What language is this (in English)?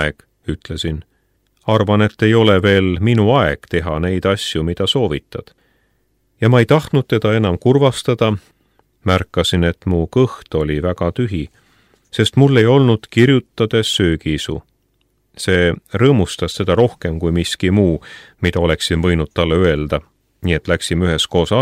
Estonian